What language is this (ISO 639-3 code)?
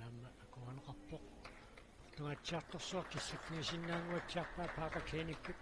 kal